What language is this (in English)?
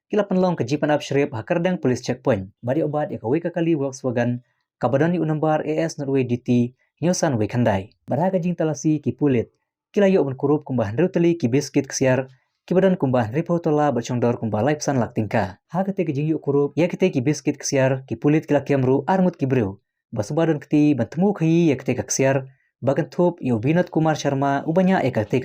Khasi